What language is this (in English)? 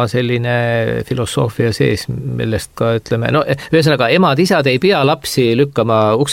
Estonian